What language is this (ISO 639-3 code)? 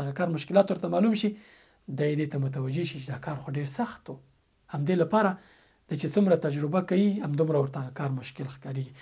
pus